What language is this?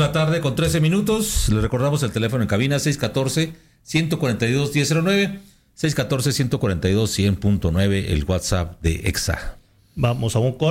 Spanish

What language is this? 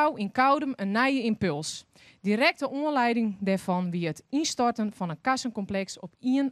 Western Frisian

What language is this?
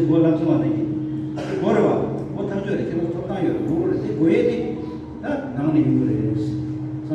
Tibetan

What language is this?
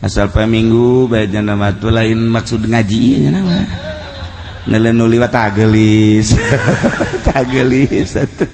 Sundanese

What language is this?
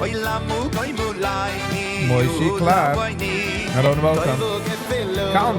Yiddish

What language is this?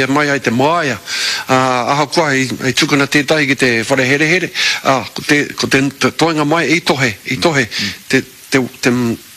Māori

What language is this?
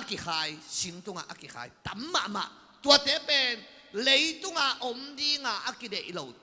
Tedim Chin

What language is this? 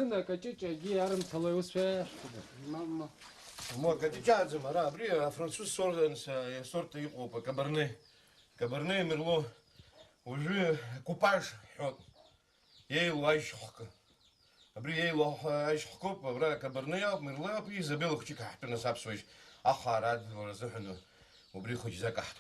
Abkhazian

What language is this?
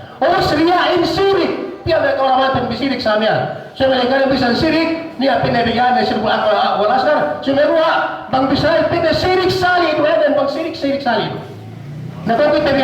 Yakan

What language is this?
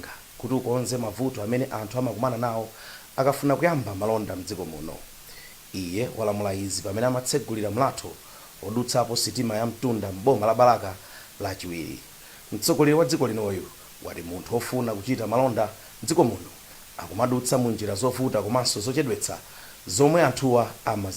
Nyanja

